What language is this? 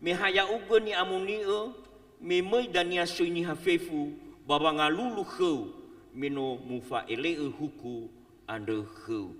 Nias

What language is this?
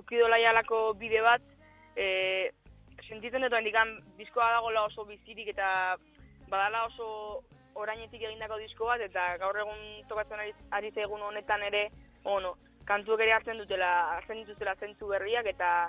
Basque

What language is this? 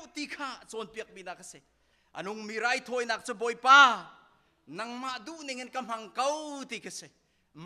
Hakha Chin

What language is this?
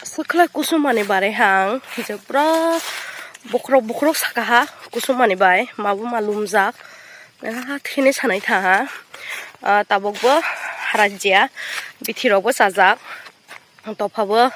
Kok Borok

